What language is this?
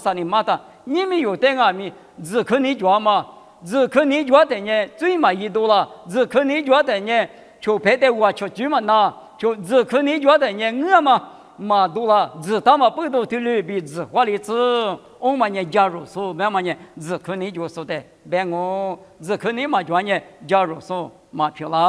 Lisu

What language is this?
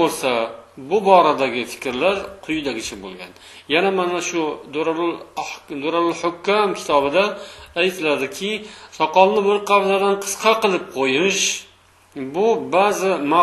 Uzbek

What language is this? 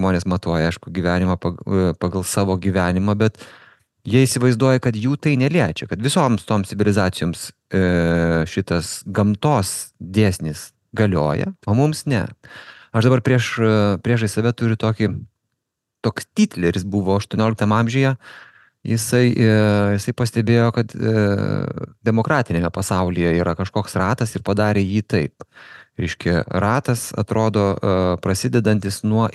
Lithuanian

